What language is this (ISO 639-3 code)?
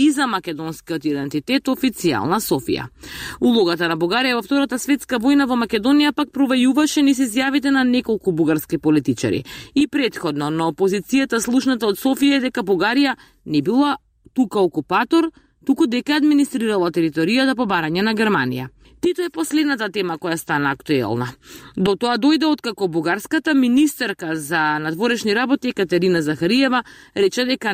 mkd